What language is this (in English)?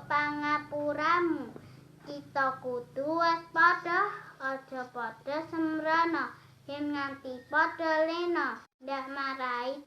Javanese